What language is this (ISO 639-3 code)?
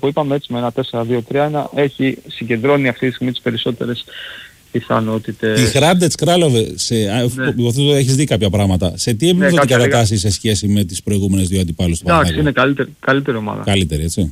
ell